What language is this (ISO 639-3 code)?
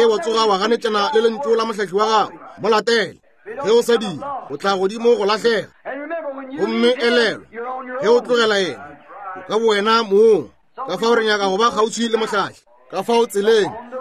nso